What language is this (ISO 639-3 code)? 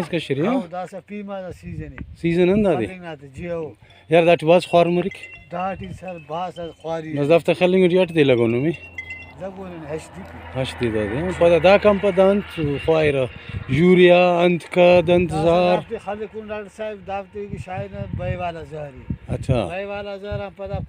brh